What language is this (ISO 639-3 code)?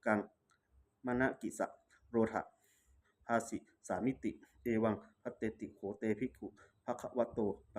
pli